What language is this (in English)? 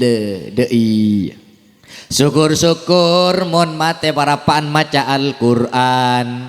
Madurese